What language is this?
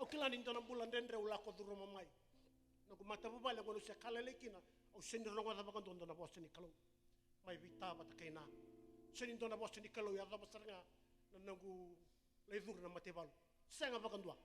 Fijian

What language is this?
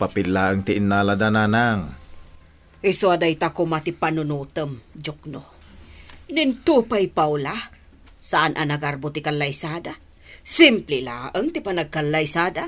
Iloko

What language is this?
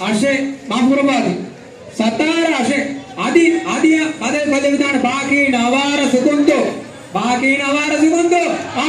Divehi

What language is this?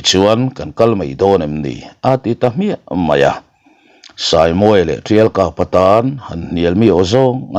Mizo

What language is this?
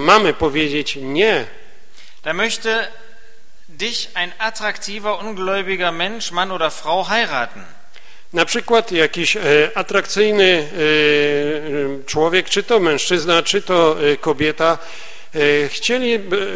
Polish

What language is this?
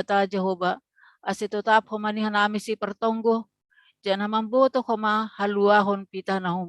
Batak Simalungun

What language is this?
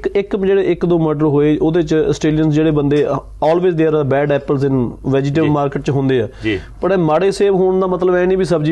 Punjabi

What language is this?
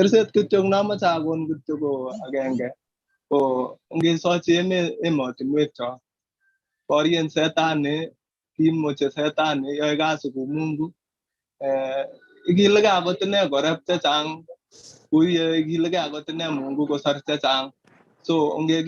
Kalenjin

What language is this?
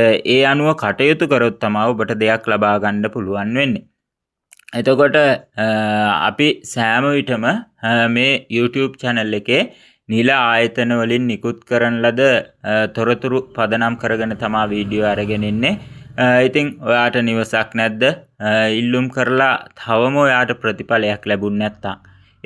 Sinhala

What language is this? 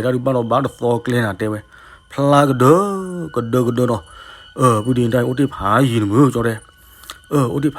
S'gaw Karen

